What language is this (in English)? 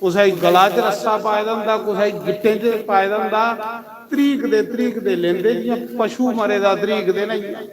Dogri